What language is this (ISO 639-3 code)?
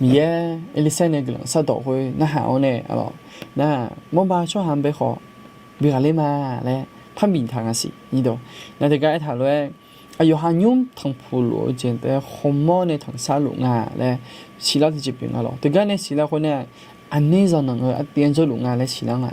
ahk